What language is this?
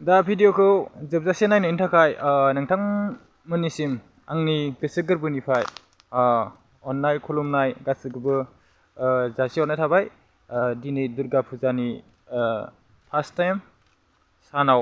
Bodo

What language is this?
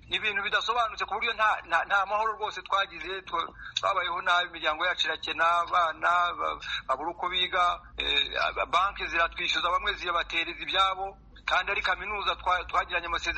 Kinyarwanda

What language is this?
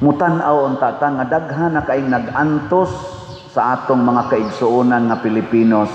Cebuano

